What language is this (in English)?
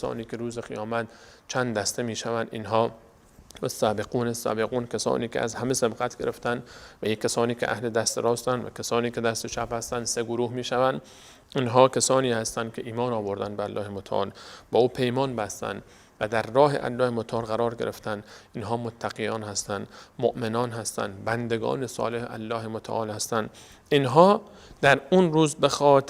Persian